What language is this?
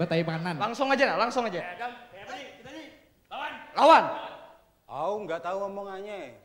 Banjar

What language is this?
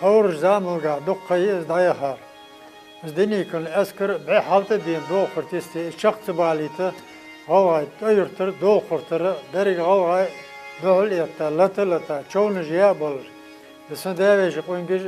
Ingush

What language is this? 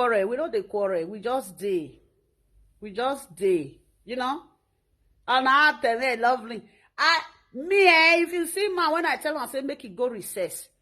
Nigerian Pidgin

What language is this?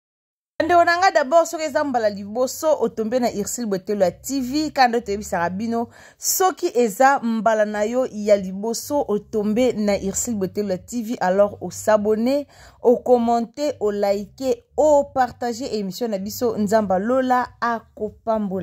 Lingala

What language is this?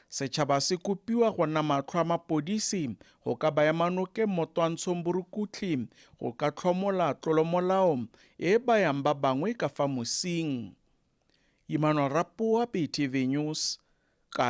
Tswana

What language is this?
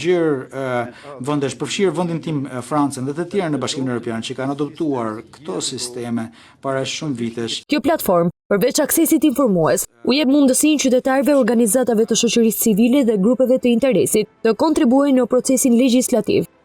Albanian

